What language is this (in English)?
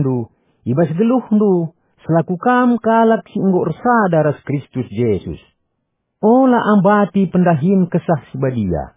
Batak Karo